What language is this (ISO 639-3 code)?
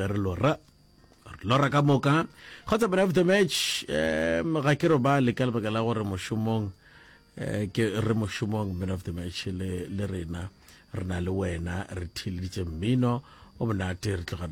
nso